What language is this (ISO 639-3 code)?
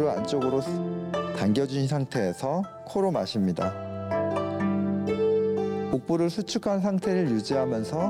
kor